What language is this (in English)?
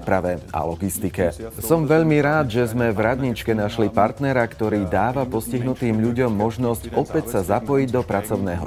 Slovak